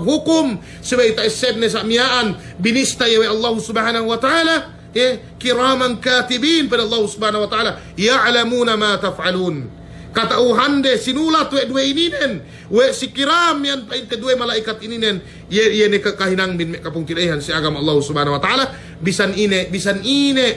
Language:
Yakan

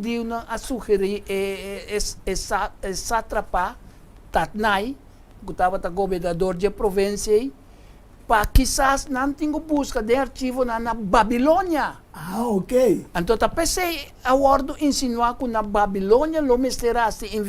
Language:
Papiamento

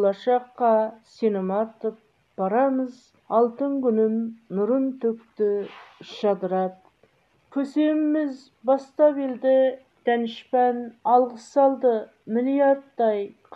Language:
Kazakh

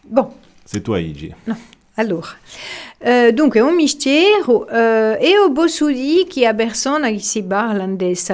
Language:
Corsican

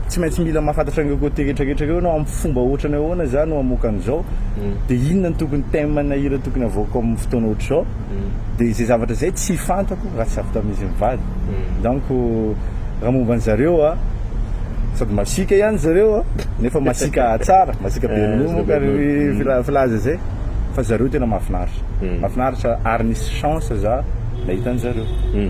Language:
Malagasy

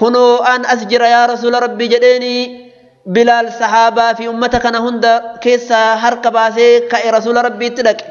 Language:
Oromo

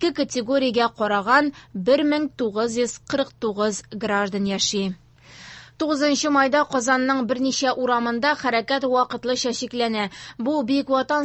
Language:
Tatar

